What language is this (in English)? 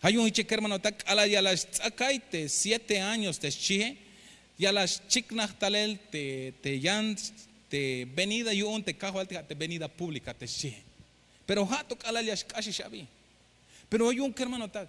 Tzeltal